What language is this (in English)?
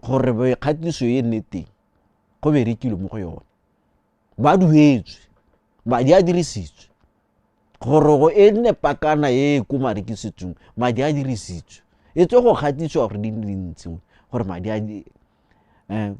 Tswana